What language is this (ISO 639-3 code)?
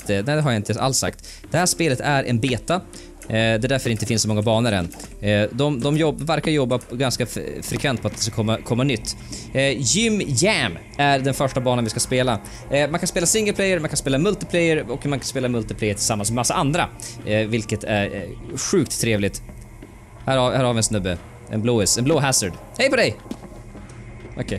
swe